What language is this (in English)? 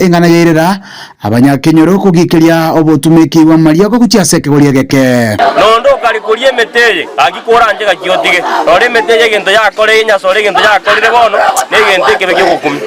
Gusii